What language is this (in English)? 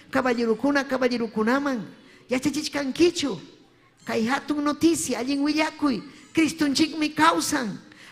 Ayacucho Quechua